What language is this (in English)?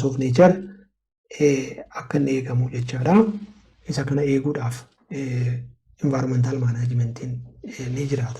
Oromo